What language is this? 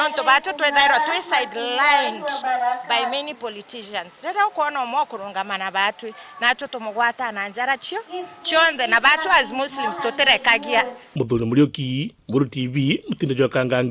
Meru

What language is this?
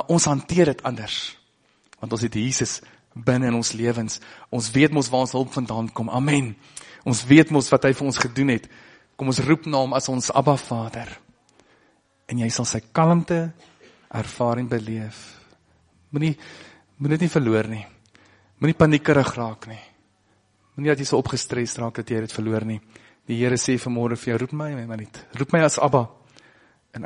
Afrikaans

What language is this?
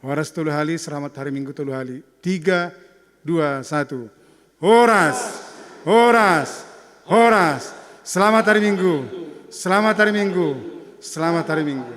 Batak Simalungun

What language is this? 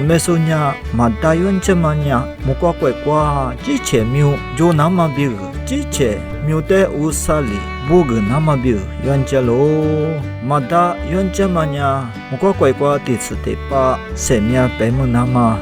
Lisu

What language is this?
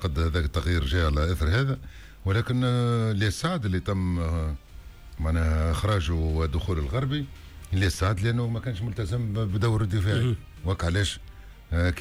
Tunisian Arabic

